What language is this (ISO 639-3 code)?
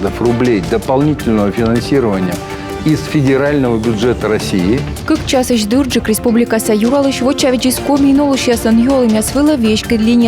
kom